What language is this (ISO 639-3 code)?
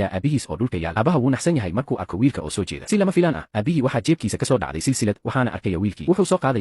som